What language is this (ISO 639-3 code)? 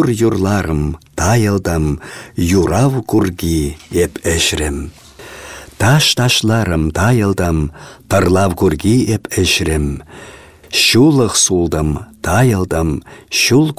chv